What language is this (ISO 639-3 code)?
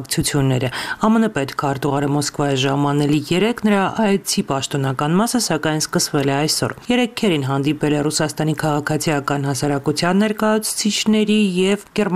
hye